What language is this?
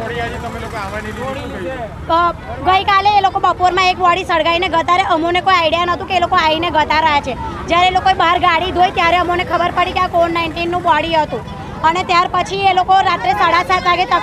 Gujarati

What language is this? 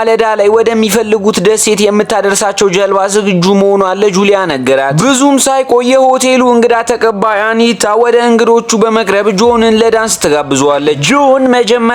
Amharic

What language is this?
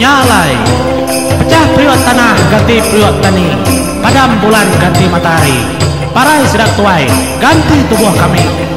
Iban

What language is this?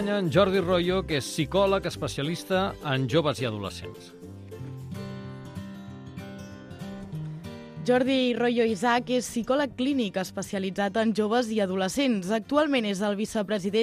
Catalan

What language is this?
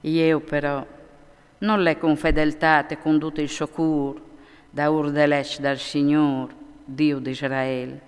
Friulian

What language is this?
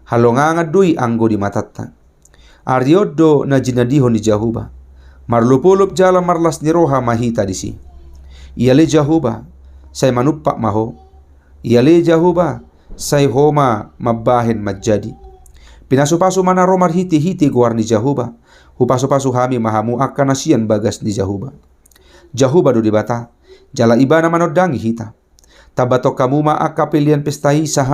Batak Toba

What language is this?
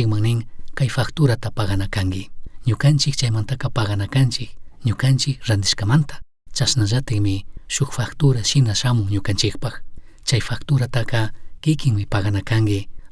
Chimborazo Highland Quichua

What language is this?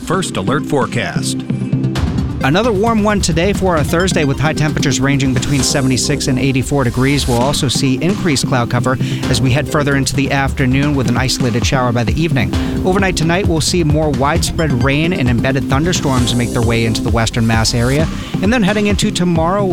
English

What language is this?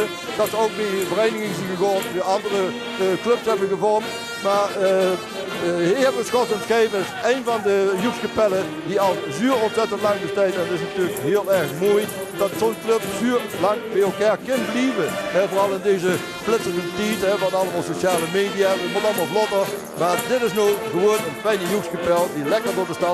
Limburgish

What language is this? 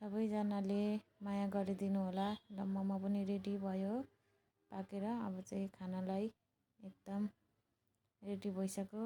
Nepali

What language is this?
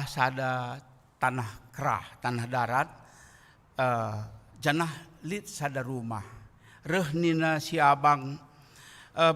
Batak Karo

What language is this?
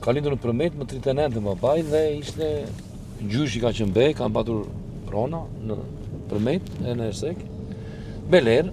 Albanian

